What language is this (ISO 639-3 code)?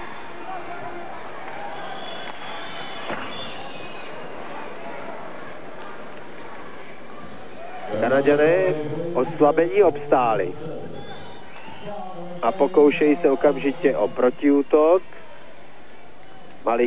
ces